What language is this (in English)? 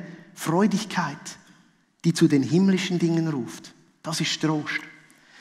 Swiss German